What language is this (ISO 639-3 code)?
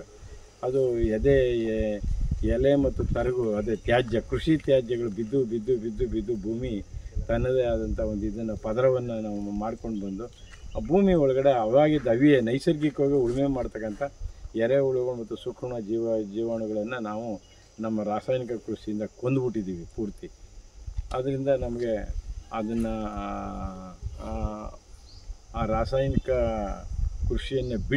kan